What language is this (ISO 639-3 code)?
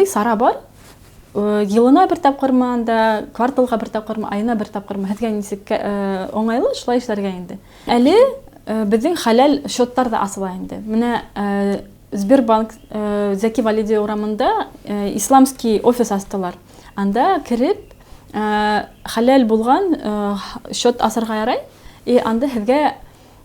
bak